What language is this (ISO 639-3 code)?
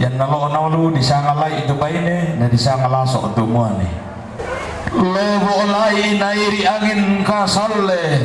sda